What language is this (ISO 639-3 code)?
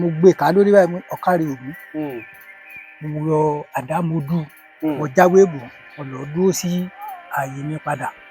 yor